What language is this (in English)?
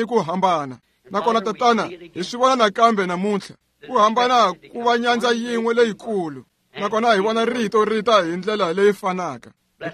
Tsonga